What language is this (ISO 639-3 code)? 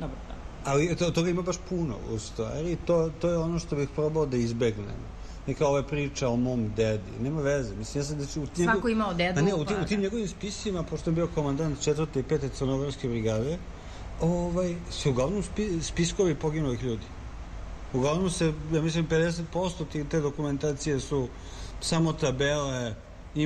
srp